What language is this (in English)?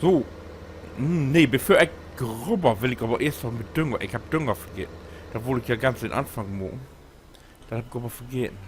Low German